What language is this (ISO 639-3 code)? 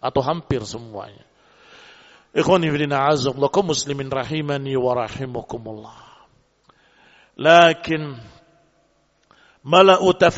ind